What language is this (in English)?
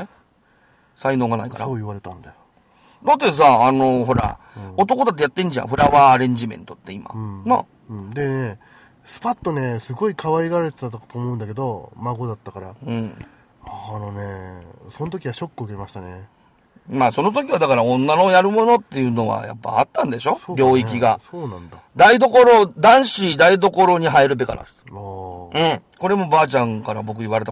Japanese